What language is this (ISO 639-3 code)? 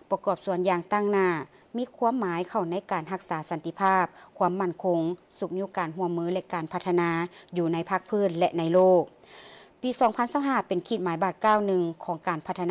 lao